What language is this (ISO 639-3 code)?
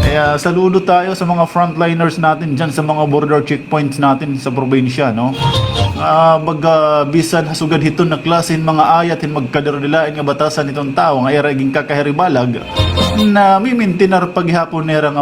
war